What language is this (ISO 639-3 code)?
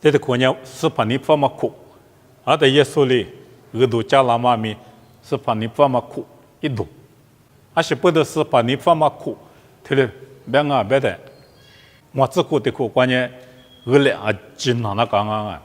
lis